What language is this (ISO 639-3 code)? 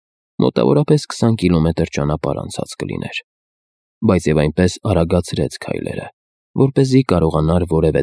hye